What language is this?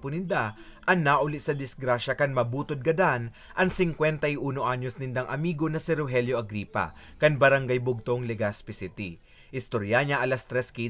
Bikol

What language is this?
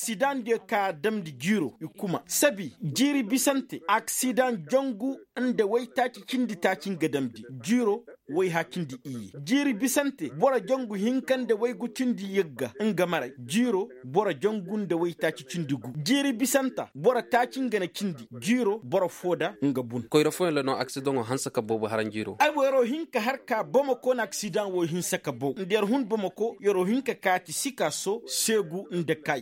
Koyraboro Senni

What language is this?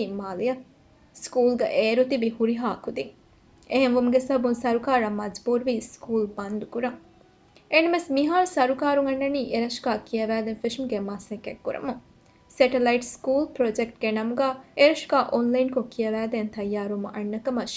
Divehi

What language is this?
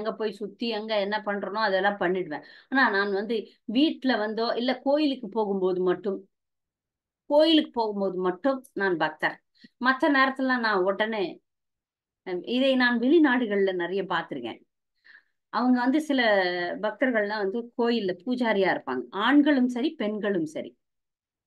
Tamil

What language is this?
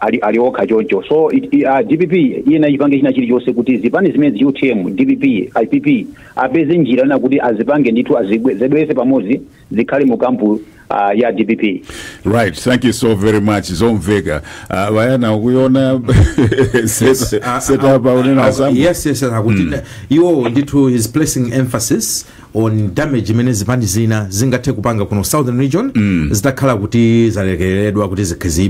Nyanja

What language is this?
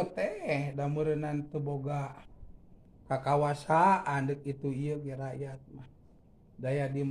Sundanese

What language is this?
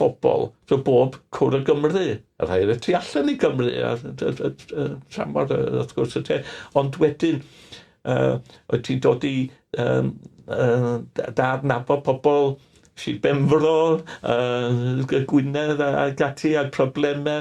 Welsh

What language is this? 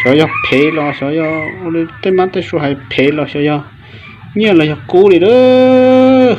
Hmong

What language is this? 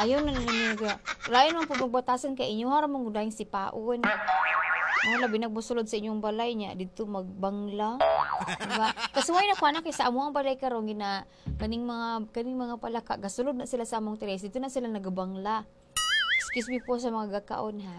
Cebuano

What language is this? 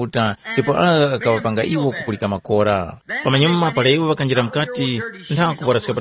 Tumbuka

